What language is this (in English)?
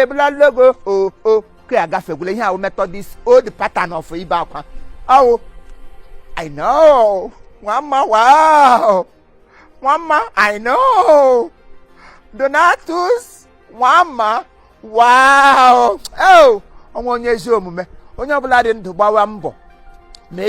Igbo